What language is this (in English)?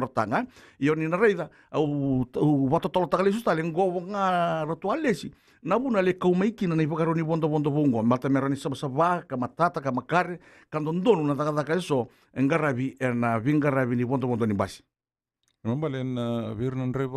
Fijian